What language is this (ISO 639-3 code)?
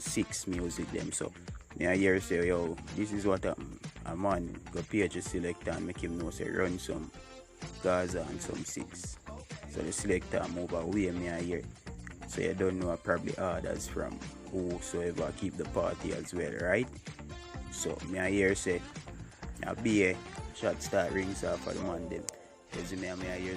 jam